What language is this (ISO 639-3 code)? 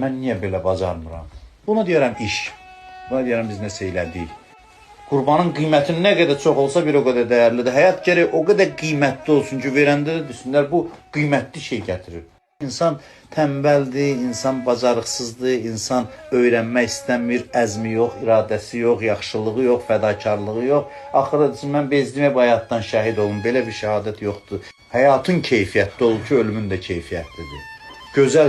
aze